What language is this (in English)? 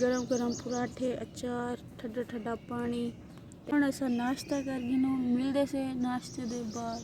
Saraiki